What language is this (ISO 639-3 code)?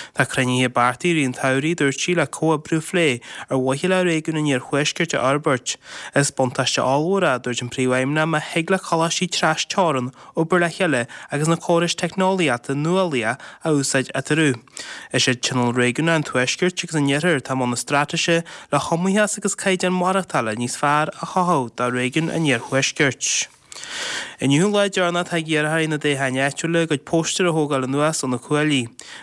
gle